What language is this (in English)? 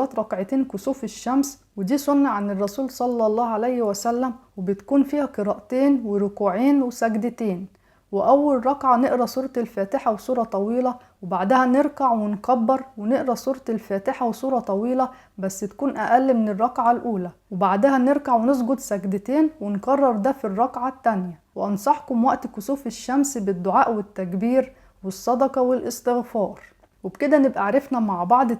Egyptian Arabic